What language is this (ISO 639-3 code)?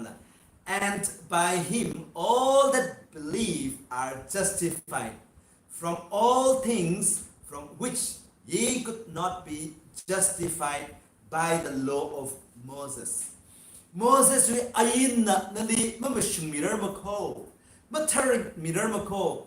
nmf